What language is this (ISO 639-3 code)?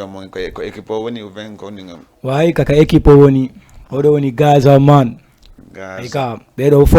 ful